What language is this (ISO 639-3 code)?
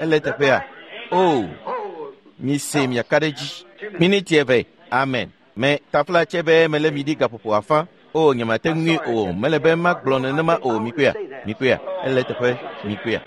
ewe